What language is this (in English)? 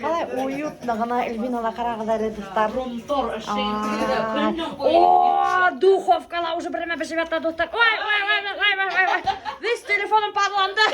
Bashkir